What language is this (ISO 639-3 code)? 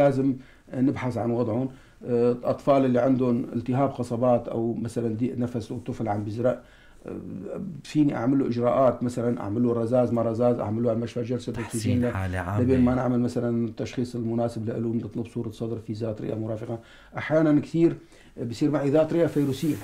apc